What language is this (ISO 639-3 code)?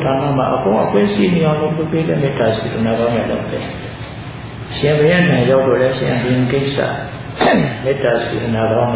mya